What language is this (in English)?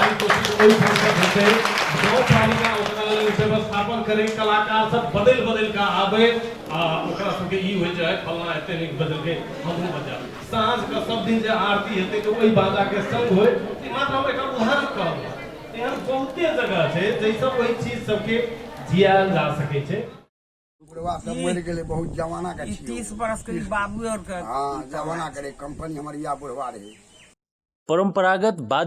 Maithili